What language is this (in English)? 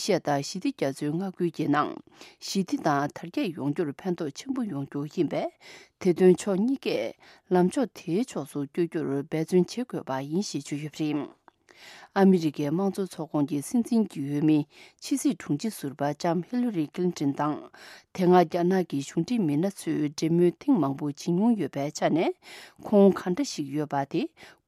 Tibetan